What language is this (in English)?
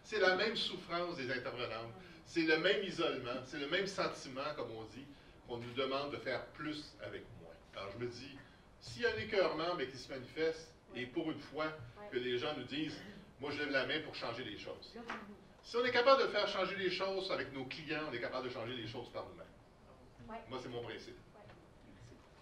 French